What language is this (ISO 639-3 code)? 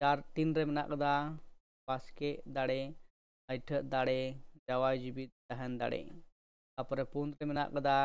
sat